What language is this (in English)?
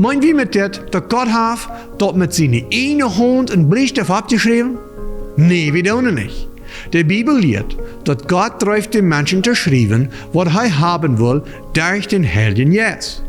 Plautdietsch